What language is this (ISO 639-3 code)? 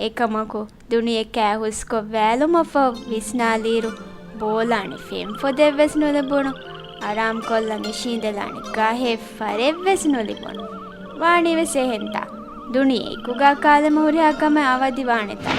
div